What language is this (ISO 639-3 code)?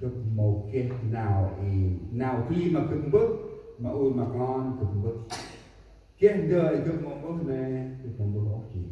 cmo